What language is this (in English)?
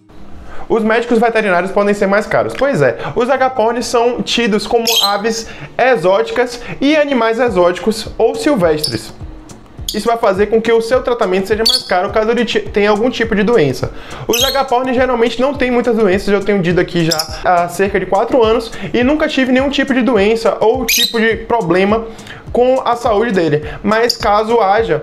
Portuguese